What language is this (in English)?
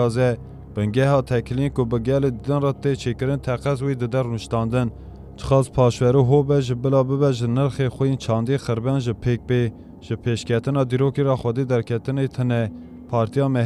Kurdish